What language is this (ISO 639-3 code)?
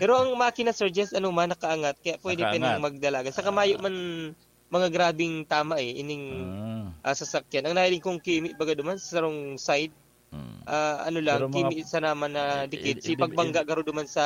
bik